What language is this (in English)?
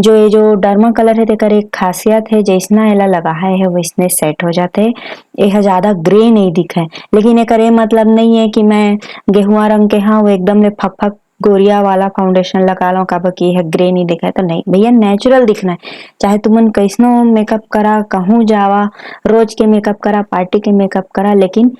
Chhattisgarhi